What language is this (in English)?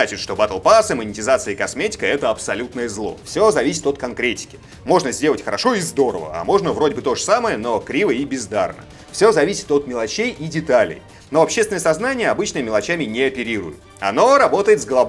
Russian